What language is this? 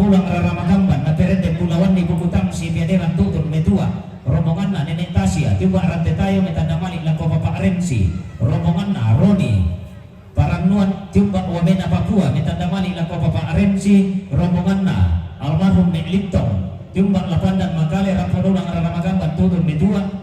Toraja-Sa'dan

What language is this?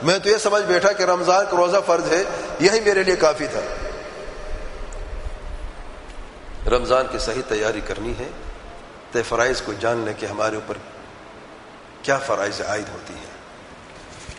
Urdu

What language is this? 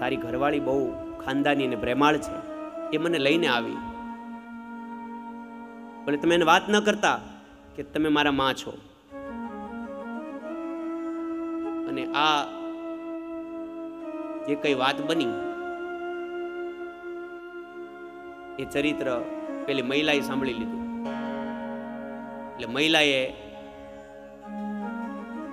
Gujarati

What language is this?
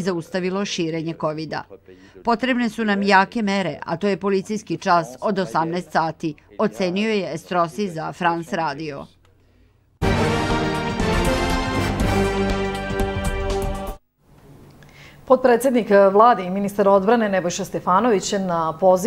Serbian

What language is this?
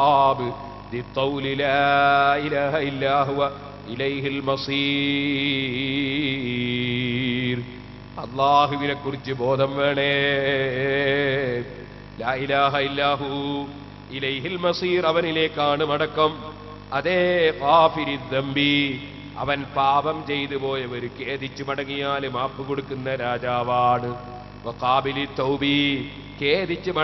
Malayalam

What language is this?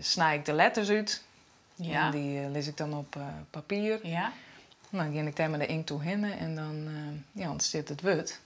Western Frisian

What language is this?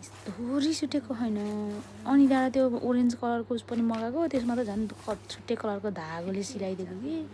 Nepali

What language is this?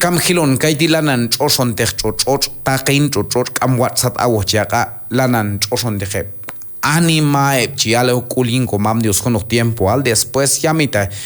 Q'anjob'al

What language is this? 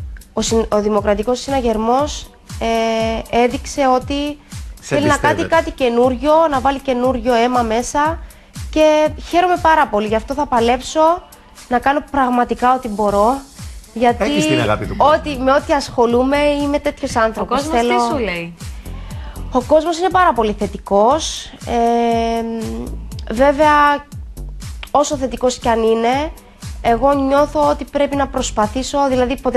Greek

